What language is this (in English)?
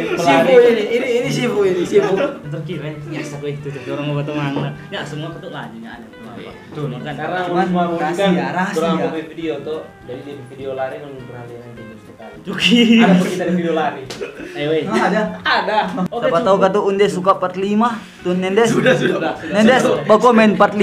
Manado Malay